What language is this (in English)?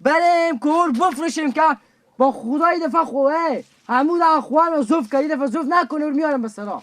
Persian